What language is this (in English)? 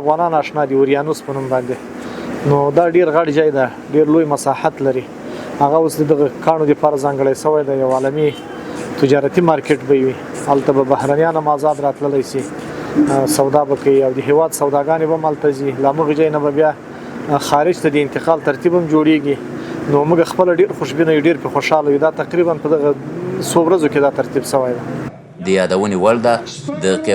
Pashto